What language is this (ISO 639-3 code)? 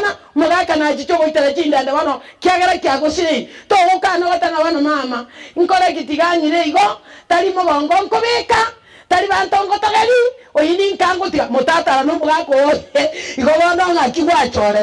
guz